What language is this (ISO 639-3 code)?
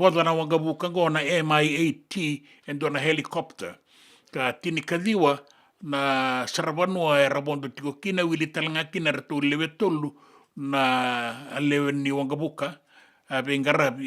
fij